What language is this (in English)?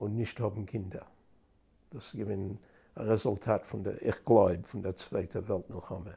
Yiddish